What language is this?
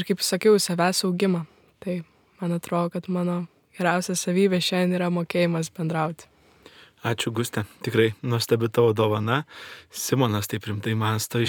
Lithuanian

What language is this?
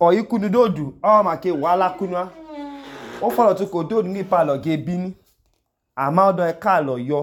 Idoma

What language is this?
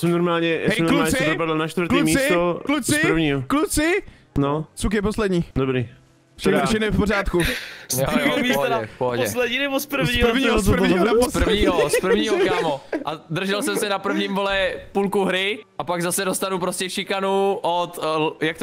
Czech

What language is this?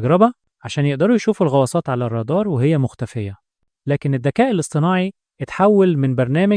Egyptian Arabic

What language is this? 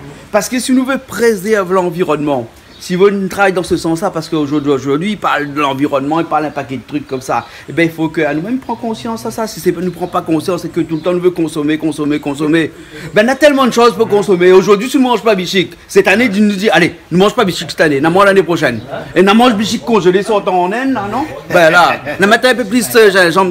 Réunion Creole French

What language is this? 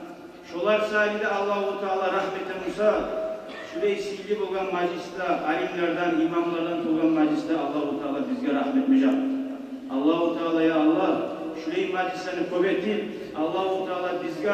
Kumyk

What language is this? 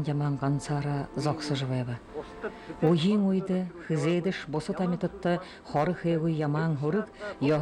Buriat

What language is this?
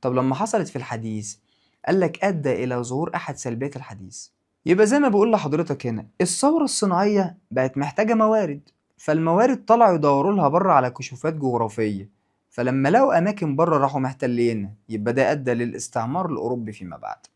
Egyptian Arabic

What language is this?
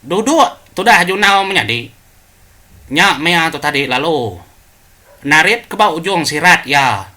Iban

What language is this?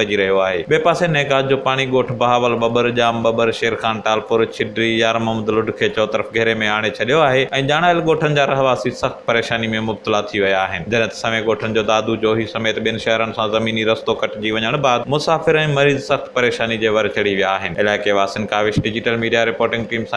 Sindhi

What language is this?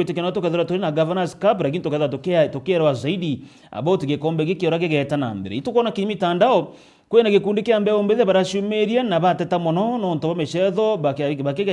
Meru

